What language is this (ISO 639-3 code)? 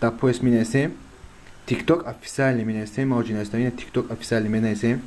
tgk